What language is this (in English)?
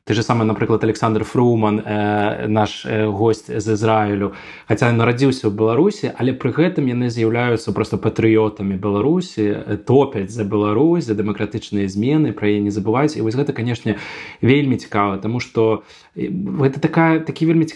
Belarusian